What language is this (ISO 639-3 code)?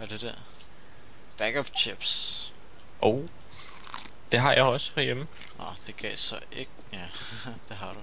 dan